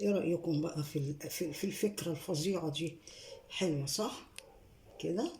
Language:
Egyptian Arabic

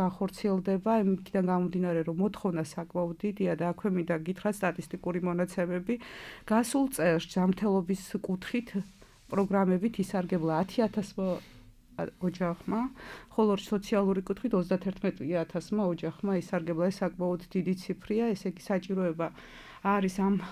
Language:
Georgian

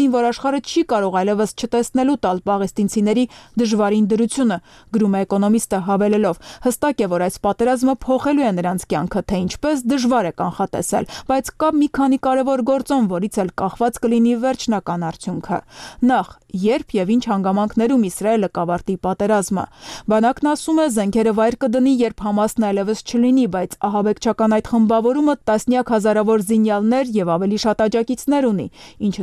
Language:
Armenian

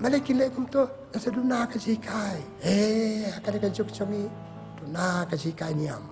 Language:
Khasi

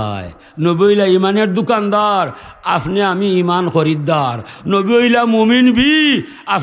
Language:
Sylheti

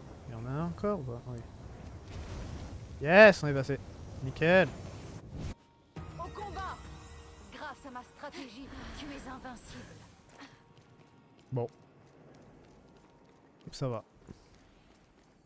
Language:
French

